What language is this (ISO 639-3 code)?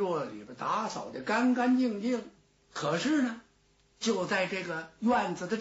zho